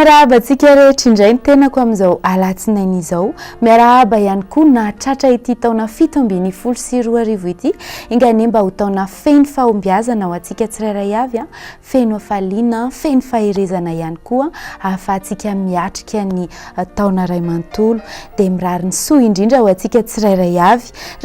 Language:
Malagasy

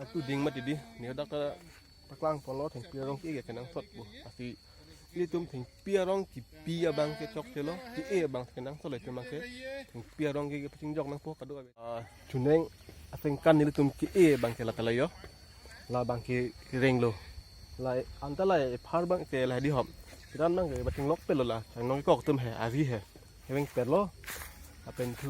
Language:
Karbi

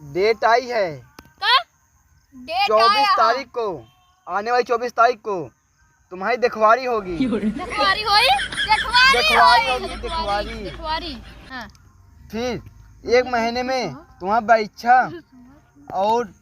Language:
Awadhi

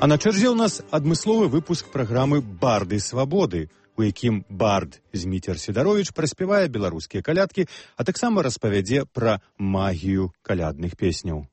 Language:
Belarusian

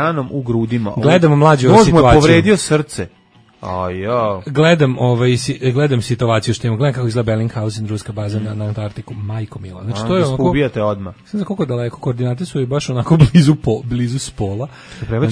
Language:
Serbian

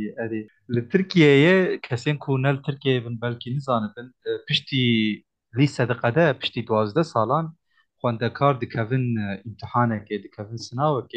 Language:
Kurdish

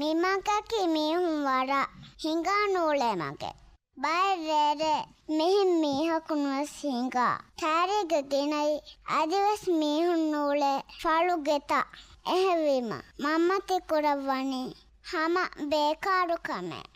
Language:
Divehi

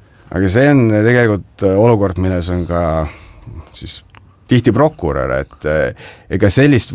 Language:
Estonian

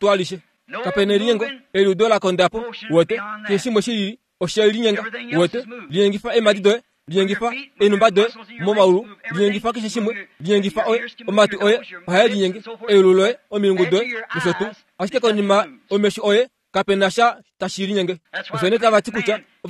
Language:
Kuanyama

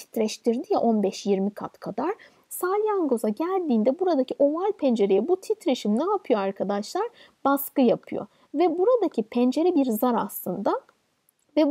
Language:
Turkish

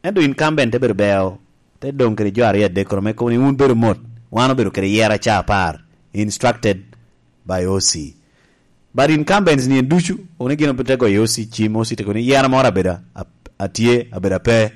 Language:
Lango (Uganda)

